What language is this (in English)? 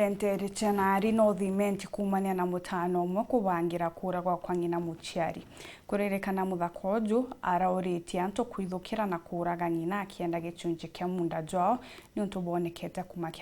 Meru